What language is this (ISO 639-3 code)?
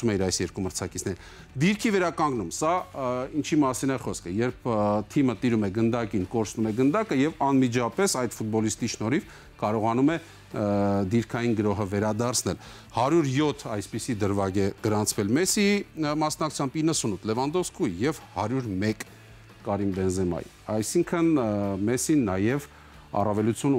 hye